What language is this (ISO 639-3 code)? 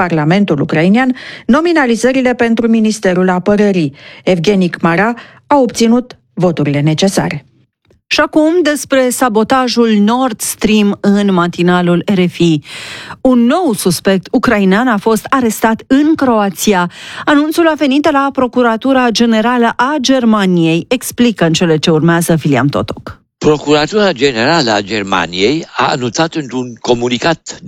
ron